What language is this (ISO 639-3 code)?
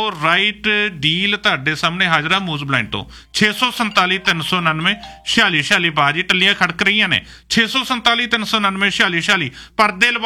pan